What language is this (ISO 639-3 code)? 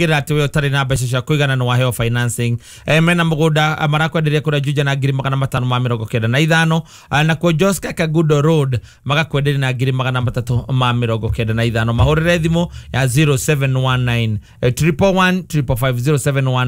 kik